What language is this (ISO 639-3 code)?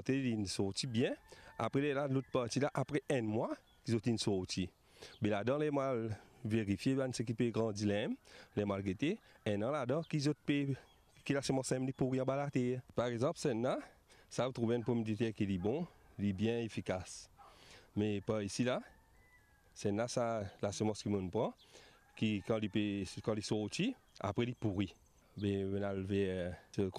mfe